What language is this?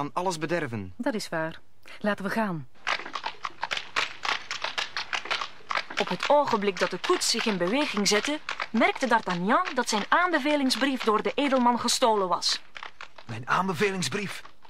Dutch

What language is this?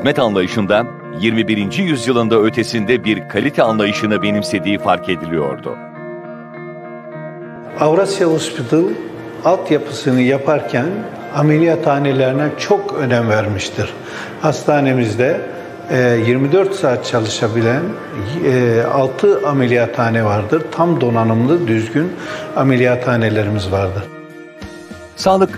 Turkish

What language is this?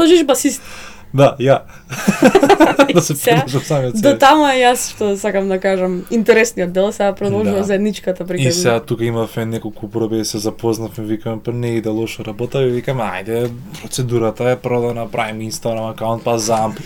Macedonian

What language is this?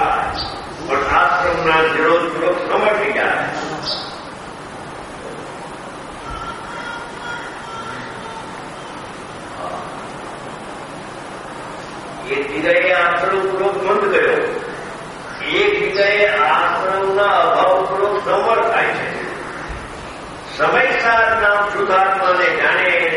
Gujarati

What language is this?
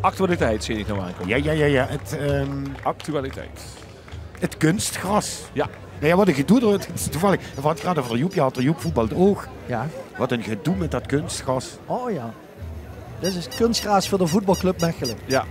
Limburgish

